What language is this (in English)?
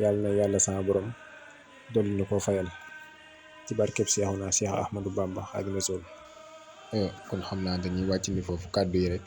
Wolof